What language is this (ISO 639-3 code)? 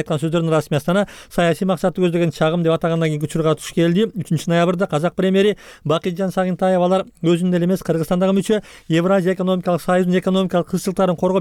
kir